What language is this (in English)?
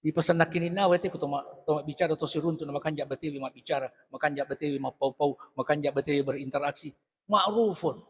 Buginese